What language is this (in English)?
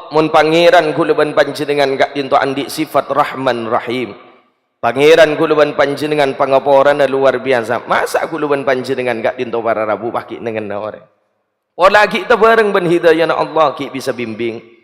Madurese